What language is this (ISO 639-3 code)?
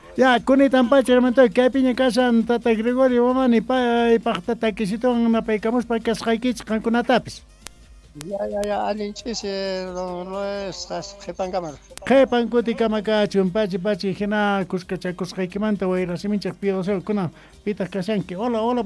que